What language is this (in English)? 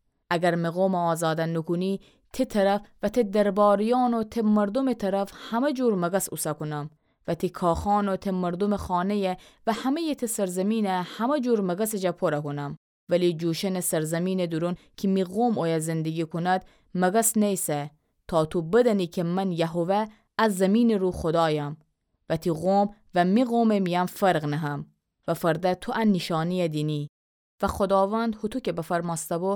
Gilaki